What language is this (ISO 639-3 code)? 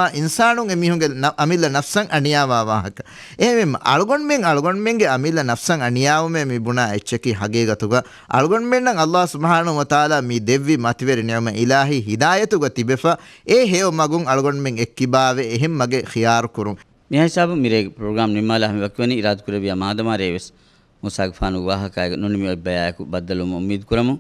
div